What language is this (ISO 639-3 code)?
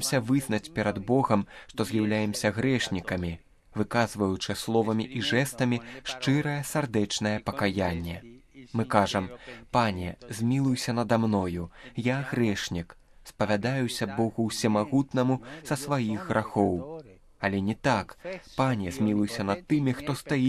bel